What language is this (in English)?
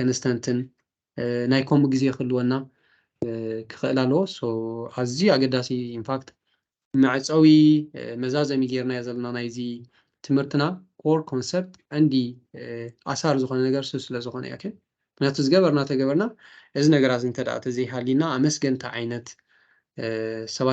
Tigrinya